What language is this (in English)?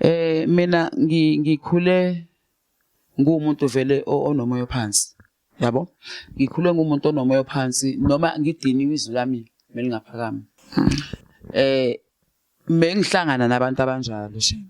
Zulu